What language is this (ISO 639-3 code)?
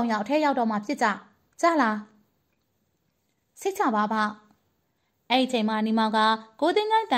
mya